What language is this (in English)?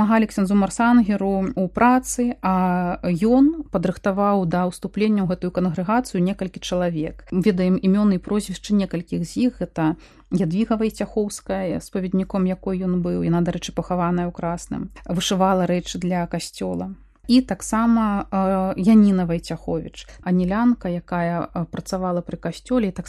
Belarusian